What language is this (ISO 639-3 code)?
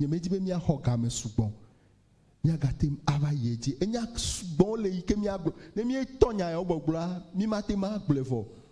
ewe